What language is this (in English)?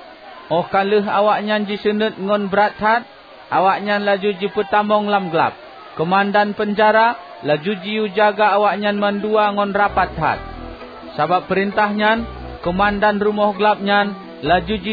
Achinese